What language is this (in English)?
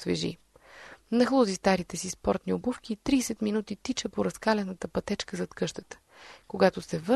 Bulgarian